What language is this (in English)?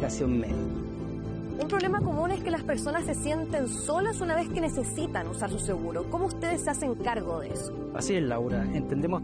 Spanish